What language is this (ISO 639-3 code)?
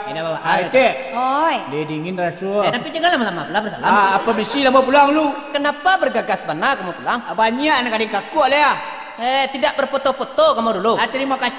min